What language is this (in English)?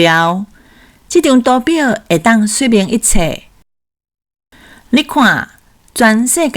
Min Nan Chinese